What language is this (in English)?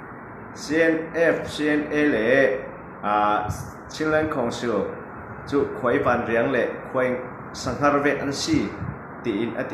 Falam Chin